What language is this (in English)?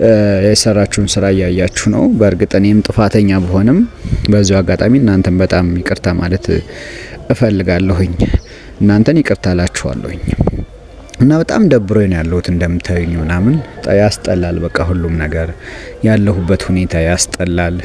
Amharic